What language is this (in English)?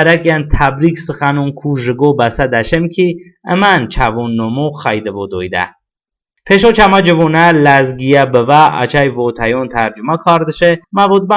Talysh